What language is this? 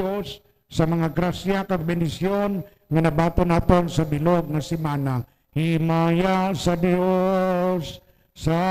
Hiligaynon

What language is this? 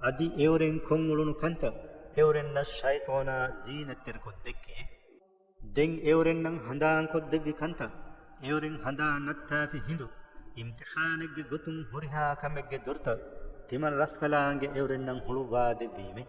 Divehi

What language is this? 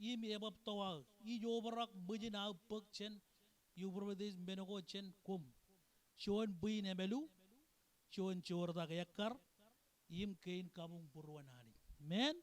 Marshallese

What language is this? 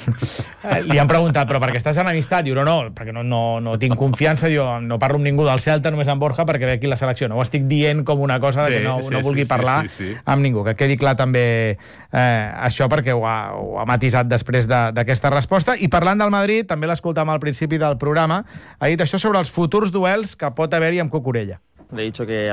Catalan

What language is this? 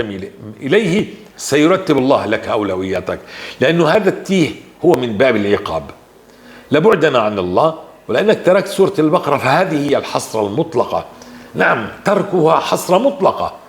North Levantine Arabic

